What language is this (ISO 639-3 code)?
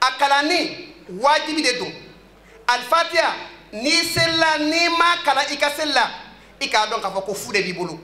bam